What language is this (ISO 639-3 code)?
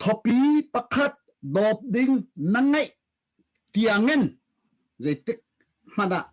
cnh